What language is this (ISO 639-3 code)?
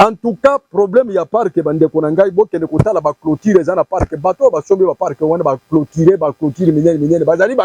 lin